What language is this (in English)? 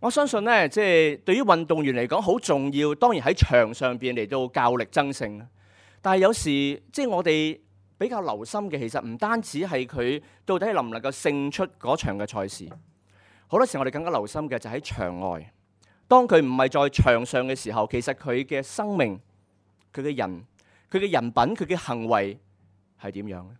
Cantonese